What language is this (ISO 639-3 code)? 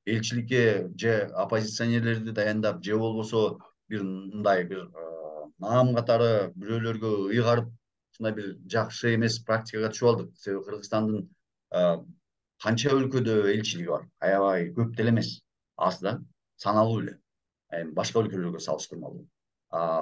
kir